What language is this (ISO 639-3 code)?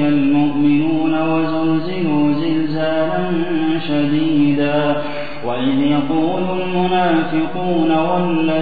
ara